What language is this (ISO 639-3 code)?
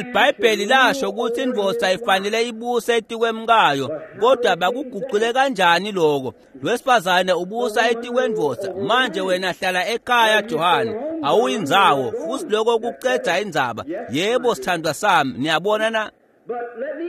ssw